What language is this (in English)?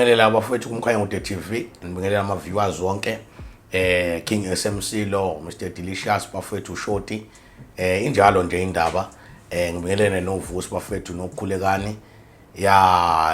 Zulu